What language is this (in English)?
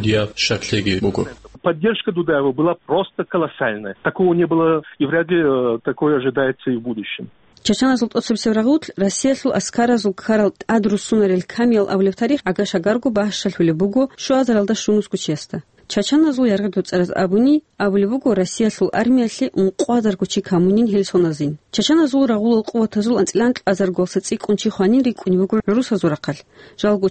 Avaric